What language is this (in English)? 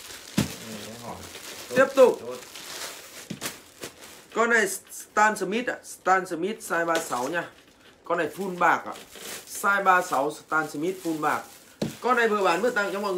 Vietnamese